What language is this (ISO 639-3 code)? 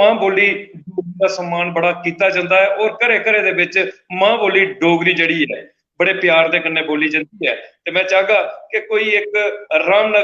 doi